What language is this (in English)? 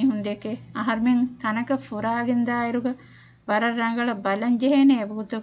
Divehi